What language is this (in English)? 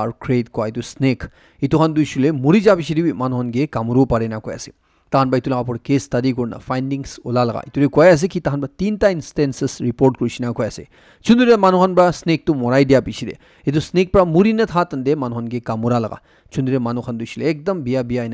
Naga Pidgin